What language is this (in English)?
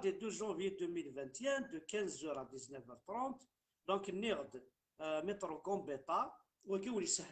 Kabyle